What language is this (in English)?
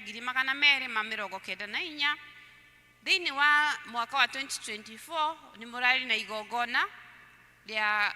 Kikuyu